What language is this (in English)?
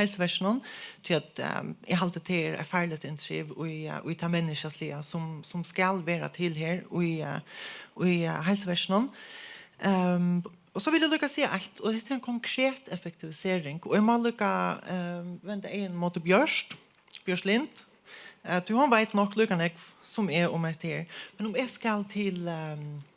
Faroese